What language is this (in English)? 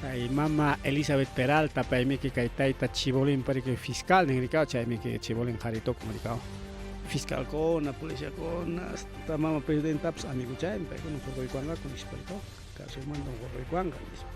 Ayacucho Quechua